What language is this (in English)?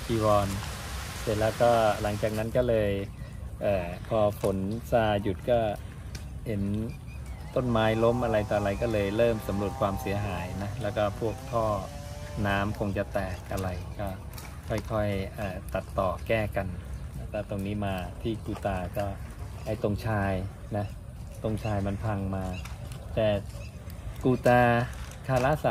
Thai